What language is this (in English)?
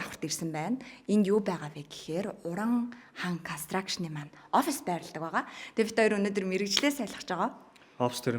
Mongolian